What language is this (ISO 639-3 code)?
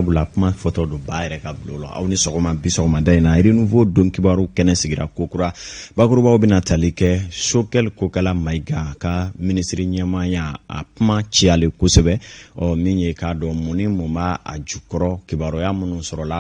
bam